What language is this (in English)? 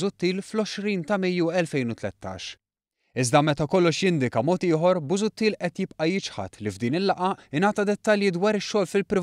Maltese